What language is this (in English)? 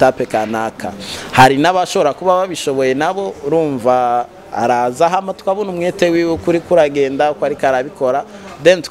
Rundi